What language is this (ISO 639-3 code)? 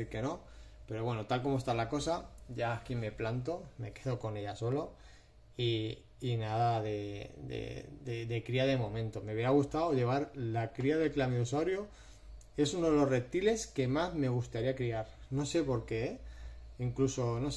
spa